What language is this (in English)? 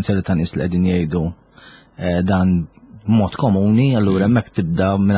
Maltese